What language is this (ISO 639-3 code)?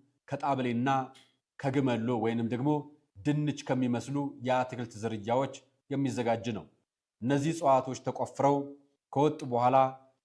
amh